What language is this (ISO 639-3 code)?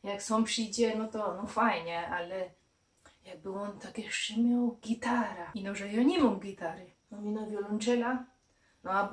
szl